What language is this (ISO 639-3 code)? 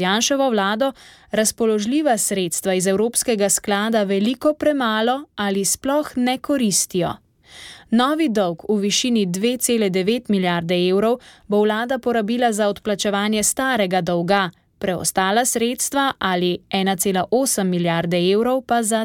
slv